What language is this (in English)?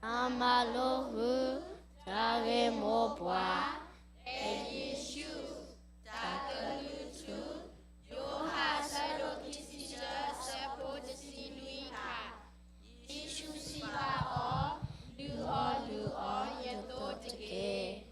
S'gaw Karen